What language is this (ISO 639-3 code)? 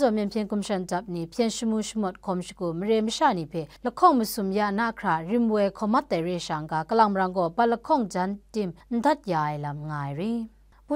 kac